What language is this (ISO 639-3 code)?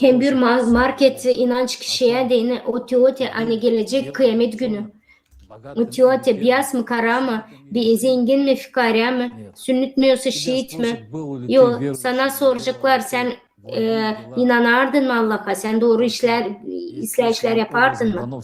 gag